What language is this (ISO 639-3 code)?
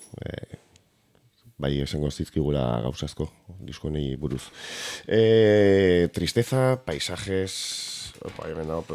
eus